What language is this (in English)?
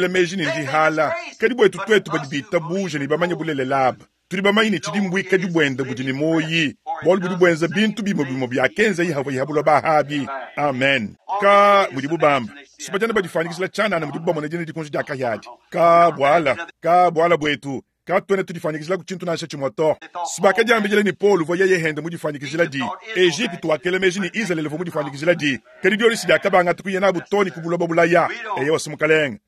Luba-Lulua